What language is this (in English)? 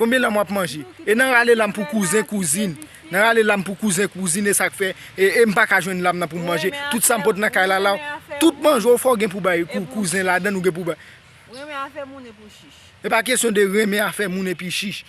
Haitian Creole